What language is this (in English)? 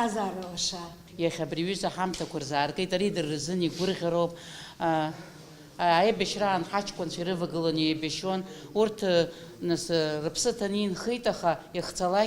Abkhazian